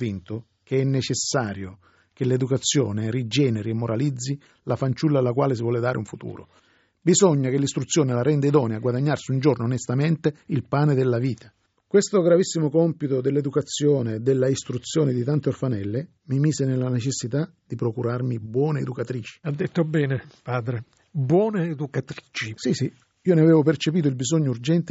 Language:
Italian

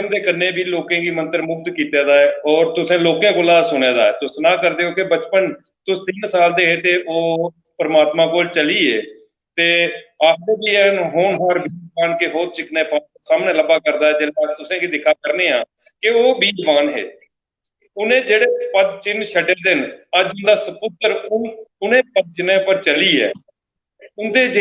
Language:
Dogri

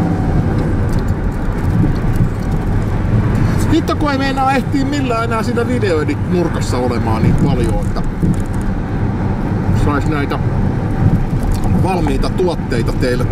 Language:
Finnish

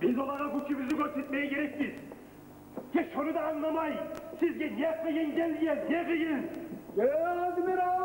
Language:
Kumyk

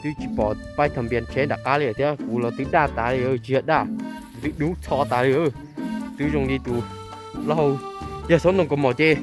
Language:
Hmong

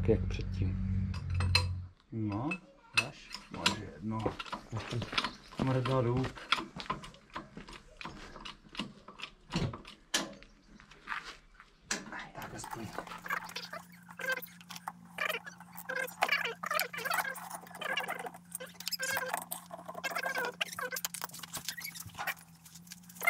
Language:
Czech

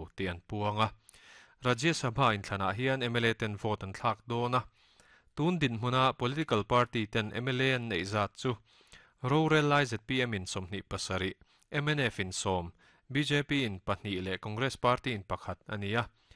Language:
Mizo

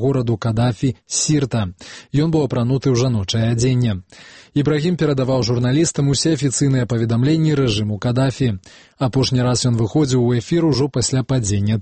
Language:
Belarusian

